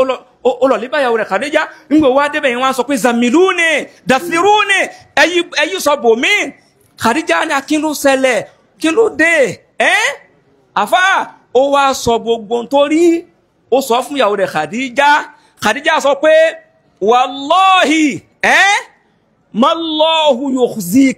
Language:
Yoruba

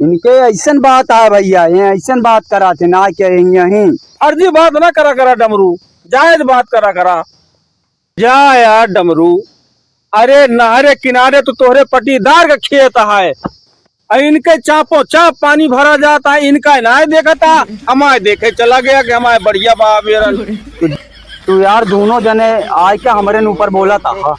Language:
Awadhi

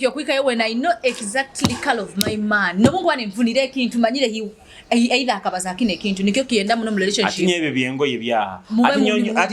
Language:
Nyoro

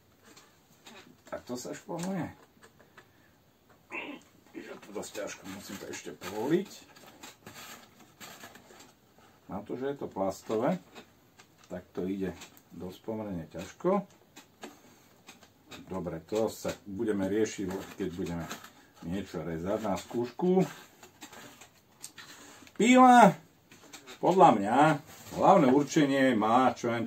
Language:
Slovak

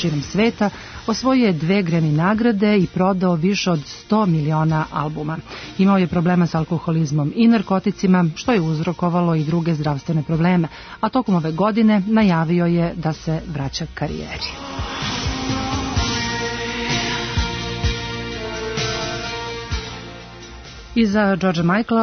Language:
Serbian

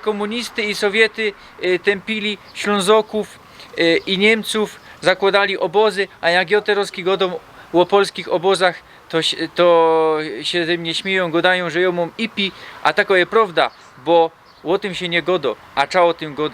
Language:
Silesian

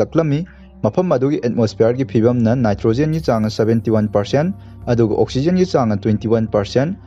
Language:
Manipuri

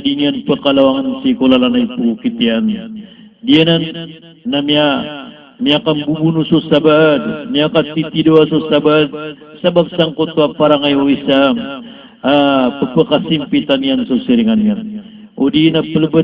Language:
Maranao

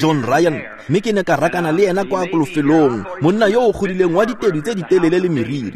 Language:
Tswana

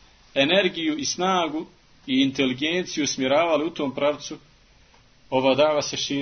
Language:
Bosnian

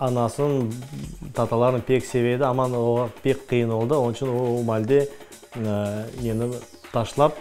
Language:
Crimean Tatar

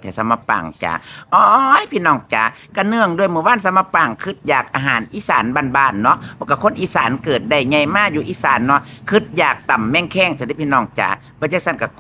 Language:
Lao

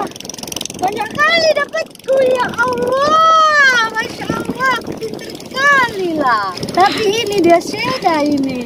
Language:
Sasak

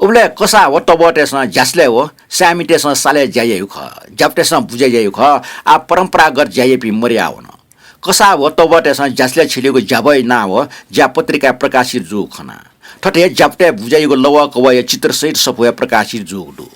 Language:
Newari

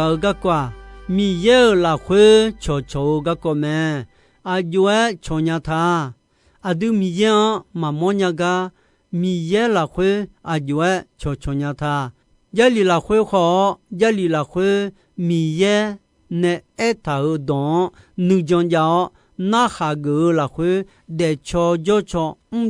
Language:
Akha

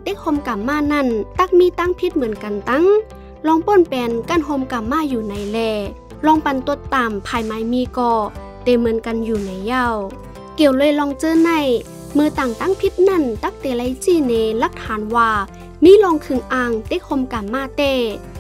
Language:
Shan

